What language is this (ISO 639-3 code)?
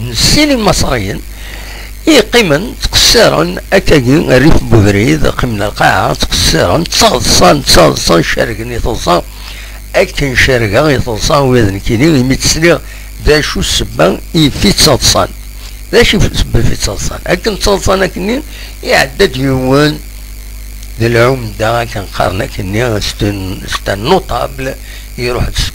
kab